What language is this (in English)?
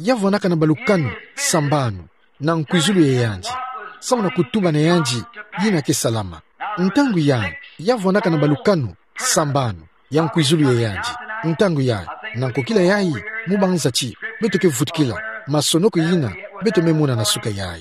Kituba (Democratic Republic of Congo)